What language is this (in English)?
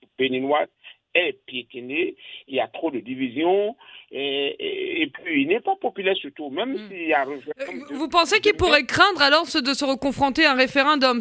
French